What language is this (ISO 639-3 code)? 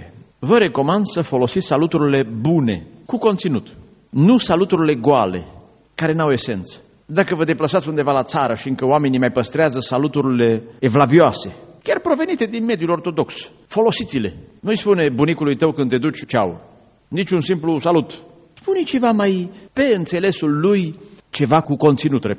ron